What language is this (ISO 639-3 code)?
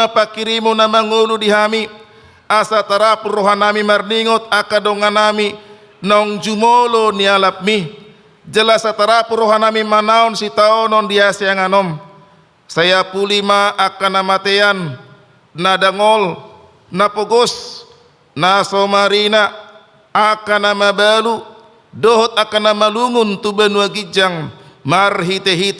bbc